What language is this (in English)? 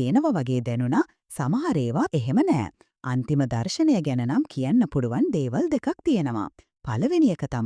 Sinhala